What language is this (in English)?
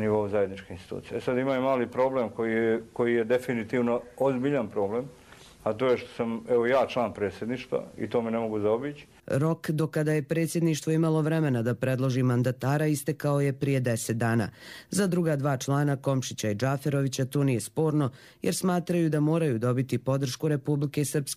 Croatian